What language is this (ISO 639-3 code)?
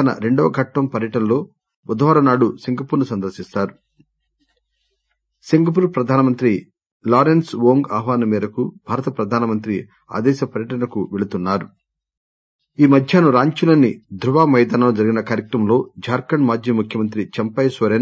tel